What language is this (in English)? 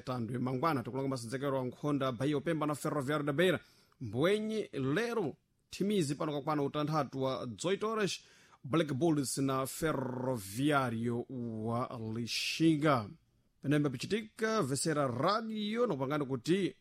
Sena